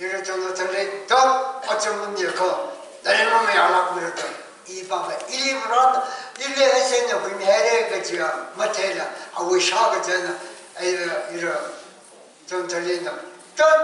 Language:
Tangkhul Naga (India)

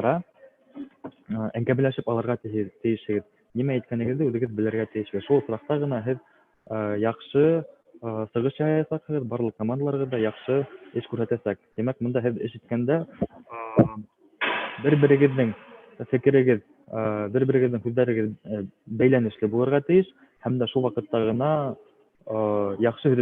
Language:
Bashkir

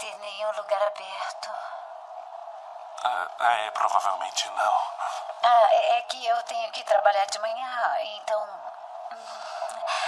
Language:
Portuguese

